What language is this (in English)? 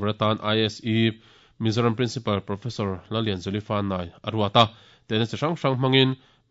Mizo